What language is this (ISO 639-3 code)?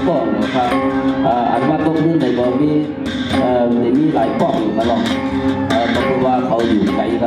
shn